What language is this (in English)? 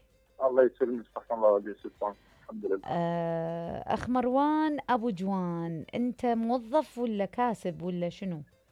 Mesopotamian Arabic